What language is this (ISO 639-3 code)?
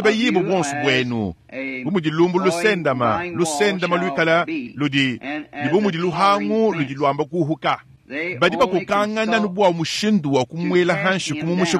lua